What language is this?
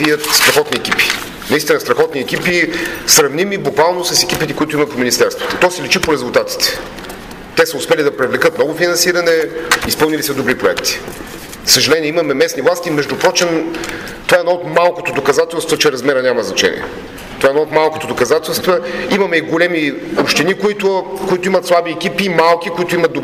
Bulgarian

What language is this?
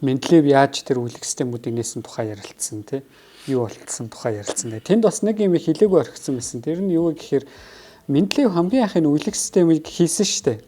Mongolian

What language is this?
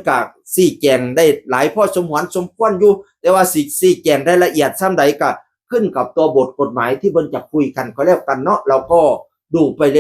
Northeastern Thai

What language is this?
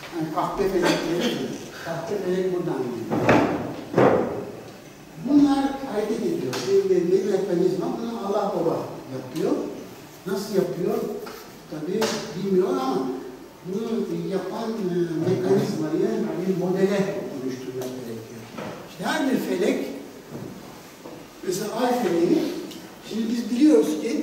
Turkish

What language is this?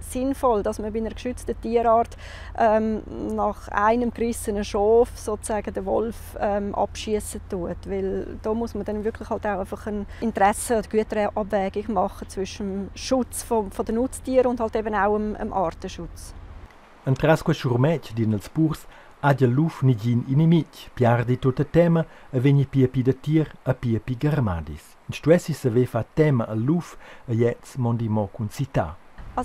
Romansh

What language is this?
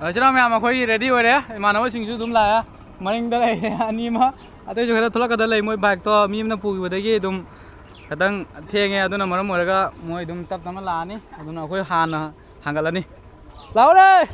Manipuri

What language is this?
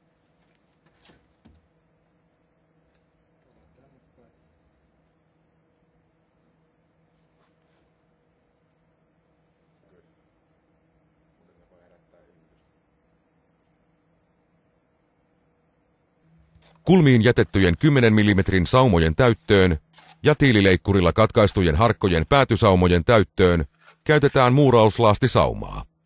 Finnish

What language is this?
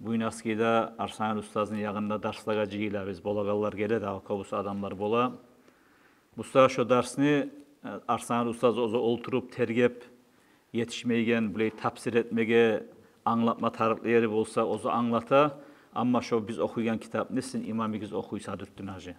Kumyk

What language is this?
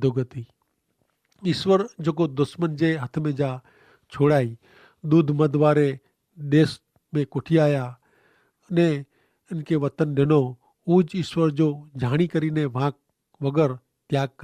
Kachhi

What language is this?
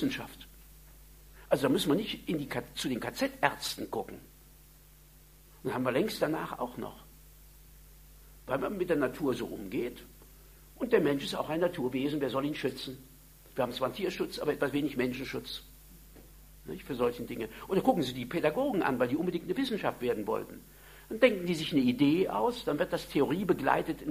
German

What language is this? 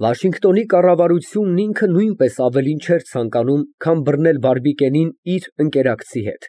Armenian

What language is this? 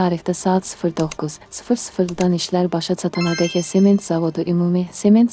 Azerbaijani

